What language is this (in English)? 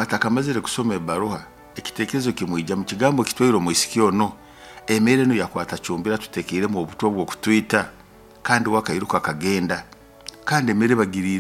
Nyoro